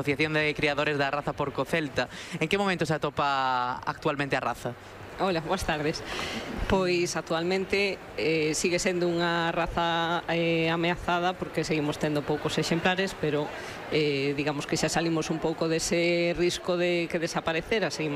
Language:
Galician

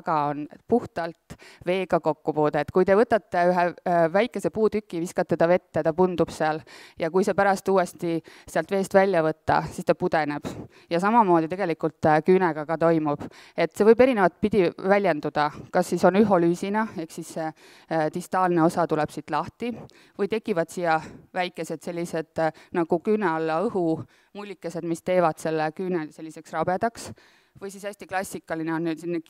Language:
Estonian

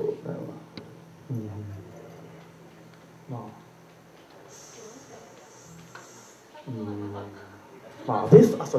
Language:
Japanese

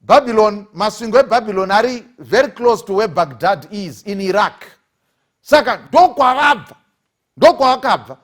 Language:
Shona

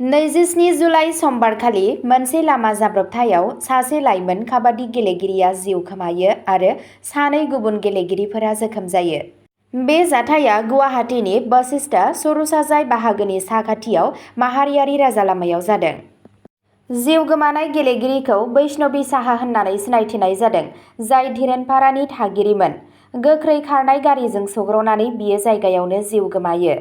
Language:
Bodo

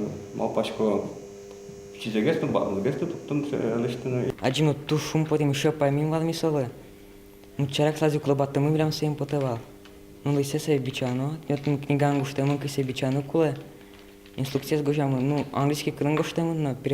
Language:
Udmurt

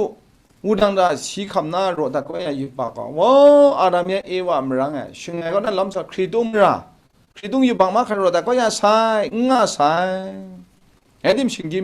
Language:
Kachin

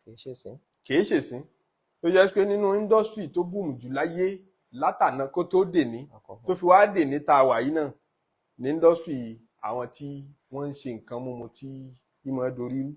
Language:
Yoruba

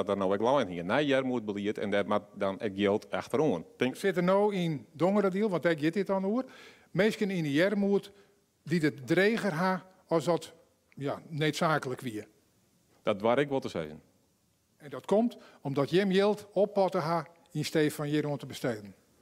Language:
Western Frisian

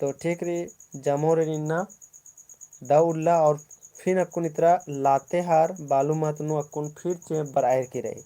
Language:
Kurukh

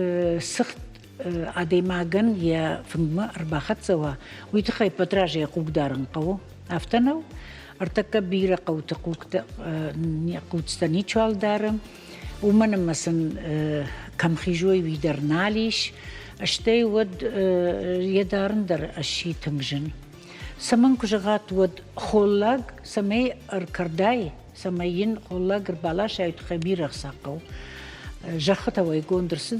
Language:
Ossetic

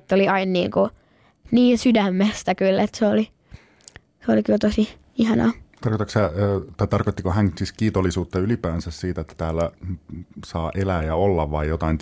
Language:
Finnish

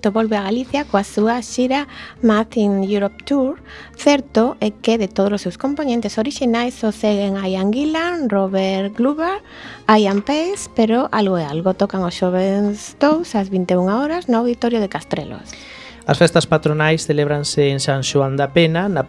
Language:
Galician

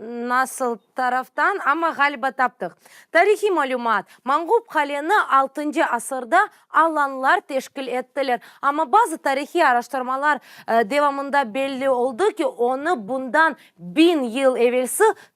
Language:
Crimean Tatar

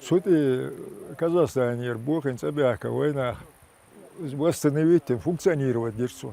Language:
Chechen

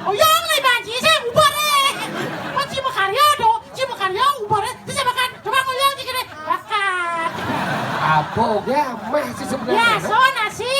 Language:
Balinese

